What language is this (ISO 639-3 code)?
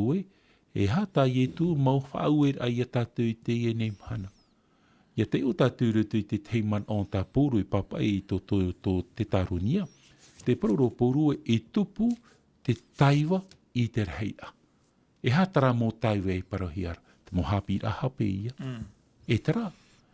tah